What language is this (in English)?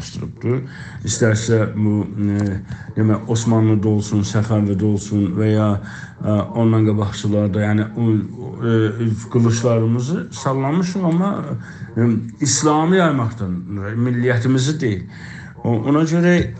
South Azerbaijani